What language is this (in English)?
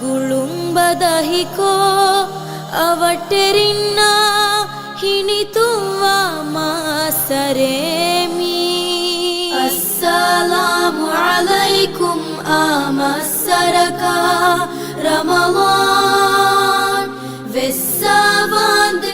Divehi